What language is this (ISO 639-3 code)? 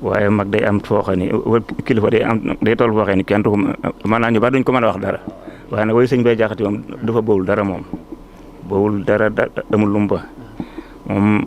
wol